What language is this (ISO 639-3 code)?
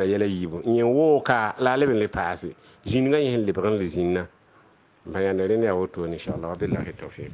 mos